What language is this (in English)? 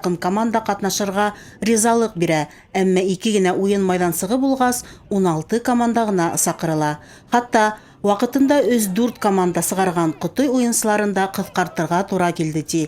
Bashkir